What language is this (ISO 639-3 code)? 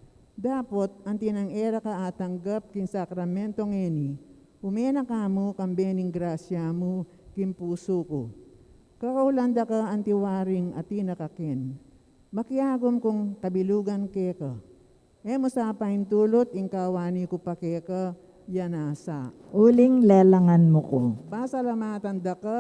pam